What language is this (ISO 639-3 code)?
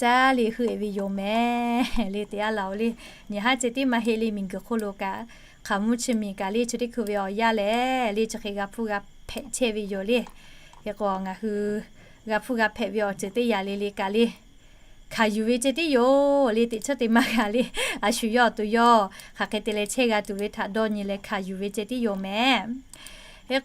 lhu